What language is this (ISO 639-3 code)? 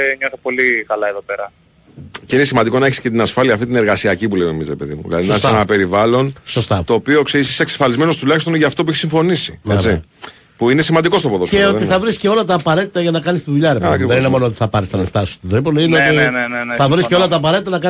ell